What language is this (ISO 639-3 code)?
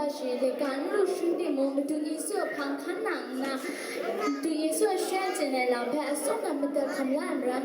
kac